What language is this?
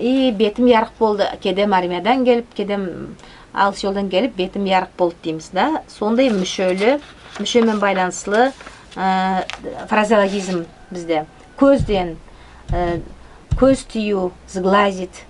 Nogai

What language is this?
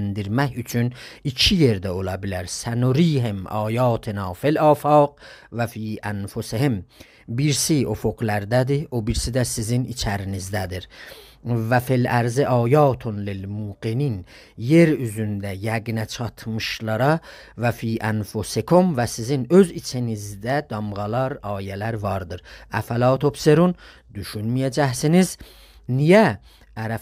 South Azerbaijani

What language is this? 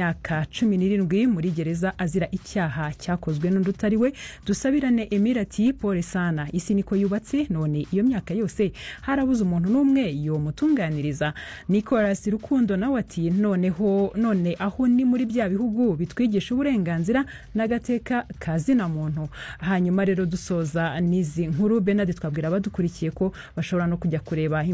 Kinyarwanda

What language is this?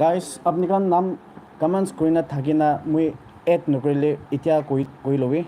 Naga Pidgin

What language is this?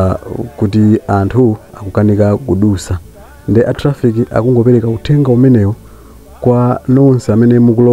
Nyanja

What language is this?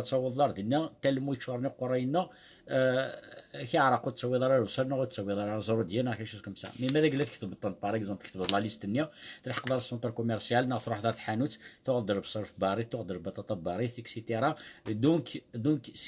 Kabyle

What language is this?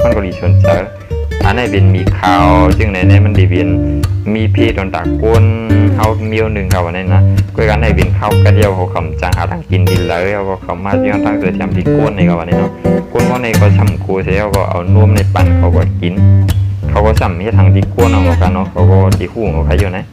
Shan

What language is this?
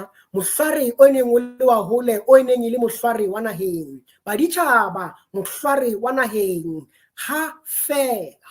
Southern Sotho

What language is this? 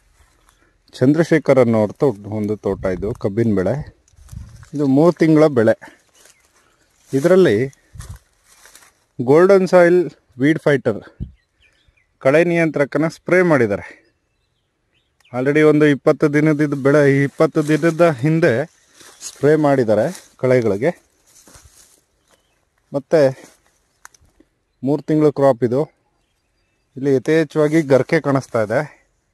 Kannada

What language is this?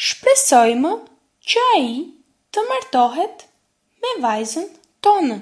Albanian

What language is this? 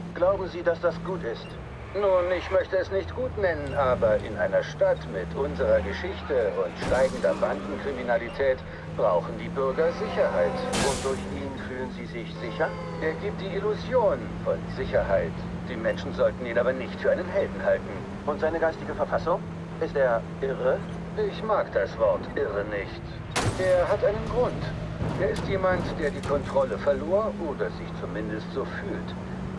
Bavarian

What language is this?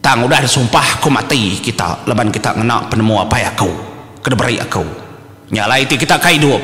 Iban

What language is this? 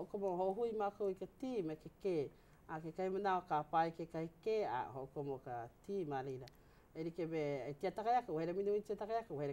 Hawaiian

